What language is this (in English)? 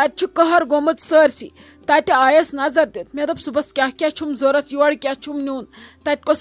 Kashmiri